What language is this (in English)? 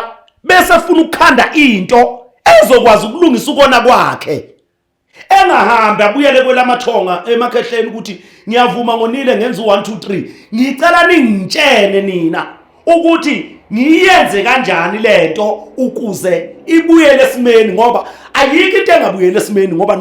Zulu